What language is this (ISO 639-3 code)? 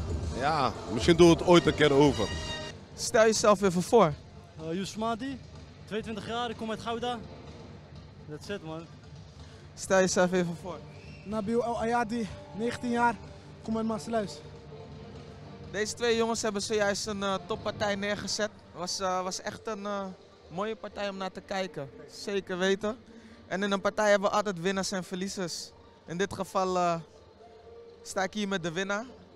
nld